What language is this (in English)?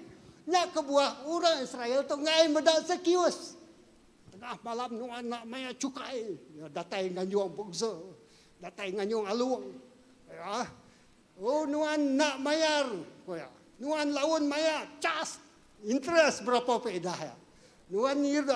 Iban